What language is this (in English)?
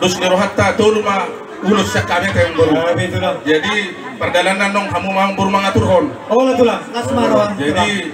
Batak Toba